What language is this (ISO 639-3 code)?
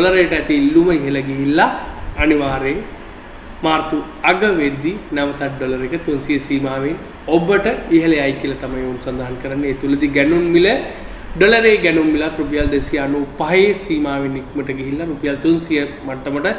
sin